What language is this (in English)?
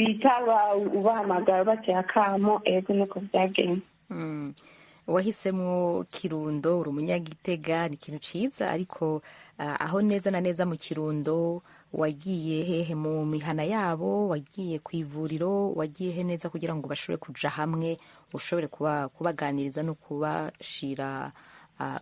Rundi